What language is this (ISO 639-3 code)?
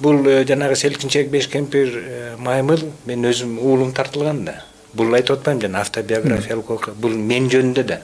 kir